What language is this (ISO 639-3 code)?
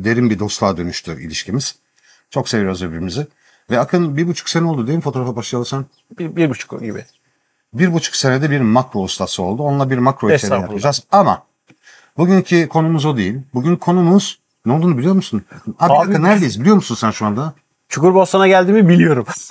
tur